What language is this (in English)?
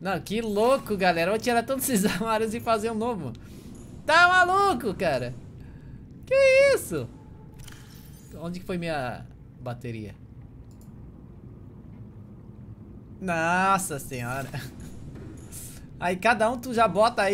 Portuguese